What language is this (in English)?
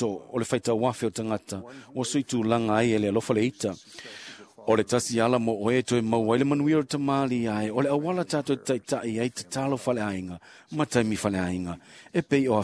Samoan